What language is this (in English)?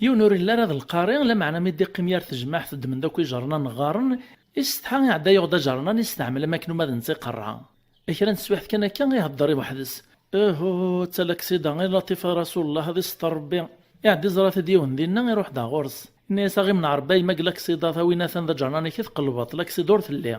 Kabyle